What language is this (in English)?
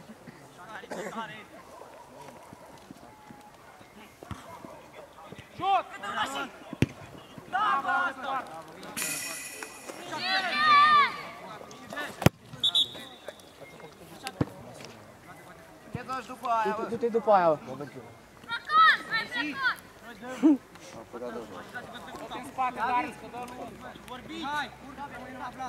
Romanian